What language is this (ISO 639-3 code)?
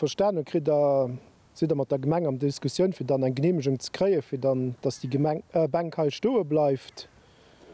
ltz